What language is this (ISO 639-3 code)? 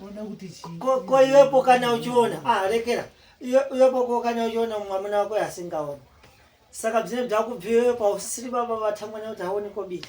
sna